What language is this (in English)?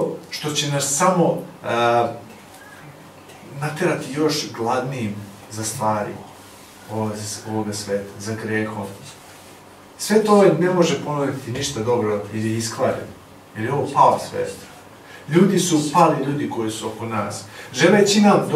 Serbian